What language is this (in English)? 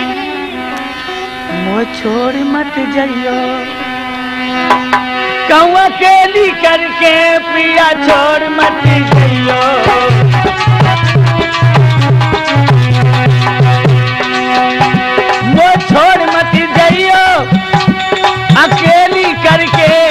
Hindi